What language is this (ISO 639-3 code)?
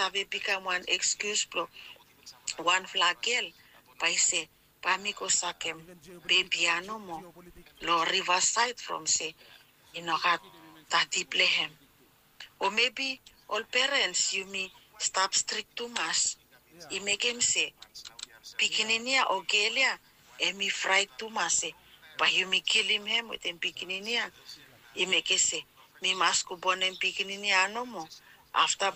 bis